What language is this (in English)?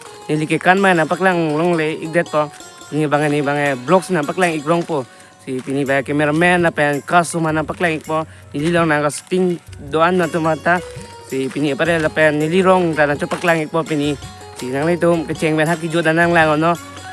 Karbi